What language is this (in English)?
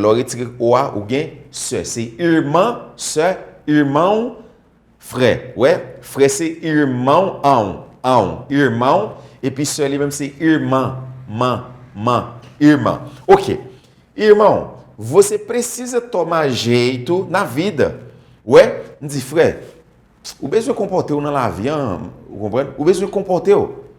Haitian Creole